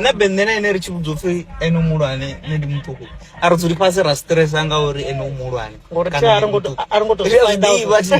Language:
Venda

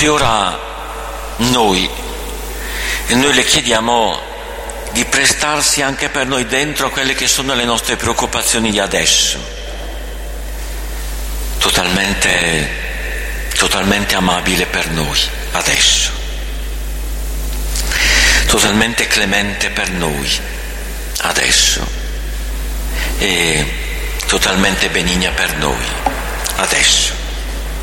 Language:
Italian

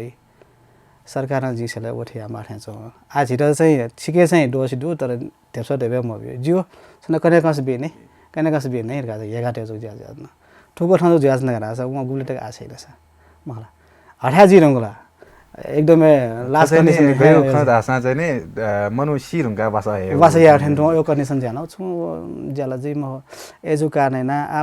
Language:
Newari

